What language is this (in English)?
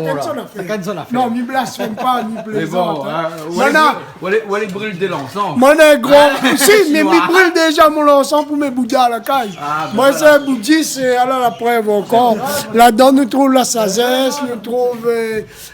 Réunion Creole French